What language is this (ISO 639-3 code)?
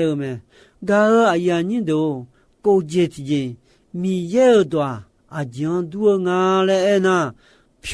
ahk